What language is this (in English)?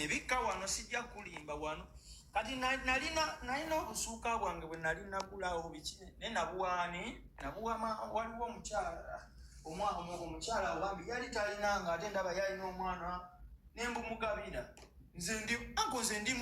Ganda